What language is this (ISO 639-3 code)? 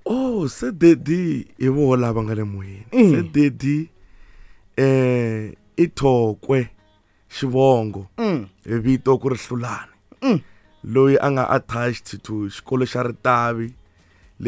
tso